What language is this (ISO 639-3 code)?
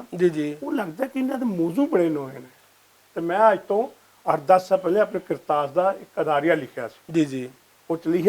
lah